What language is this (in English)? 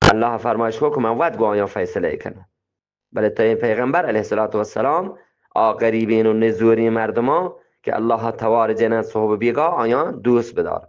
Eastern Balochi